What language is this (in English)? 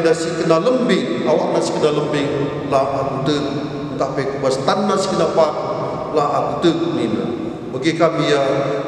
Batak Karo